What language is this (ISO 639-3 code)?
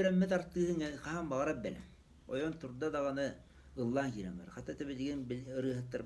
sah